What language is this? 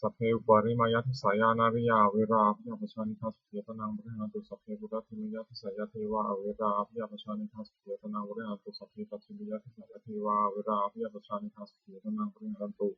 Pali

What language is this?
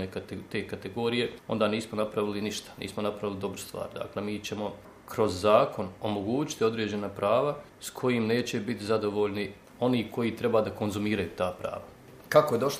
Bosnian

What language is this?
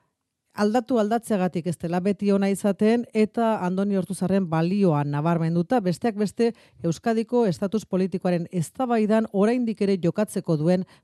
Basque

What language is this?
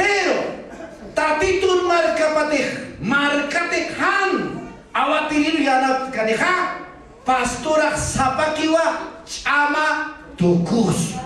Aymara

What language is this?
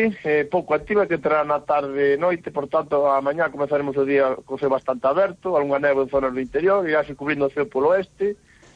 Galician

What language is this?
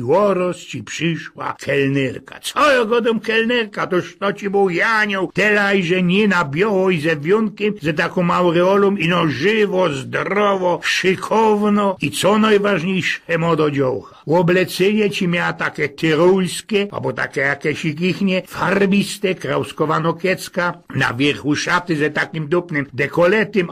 Silesian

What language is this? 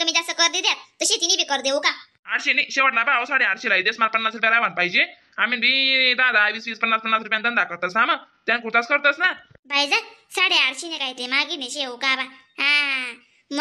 Khandesi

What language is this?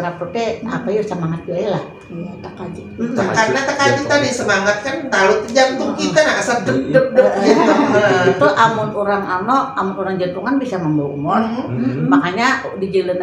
Banjar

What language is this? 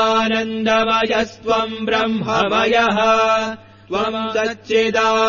Sanskrit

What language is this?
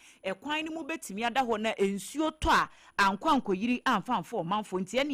Akan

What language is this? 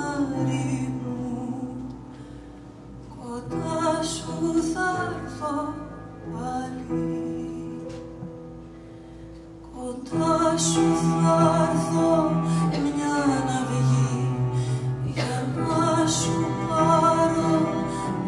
Greek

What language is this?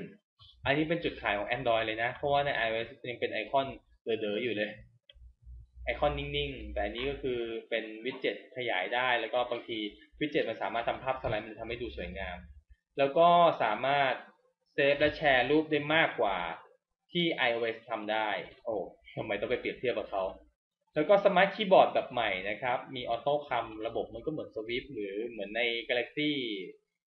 Thai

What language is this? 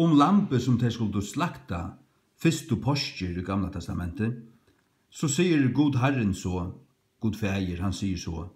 Faroese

